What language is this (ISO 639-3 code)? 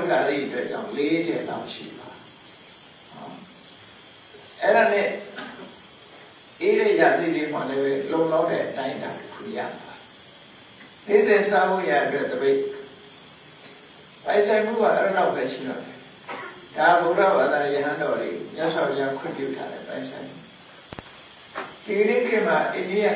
mya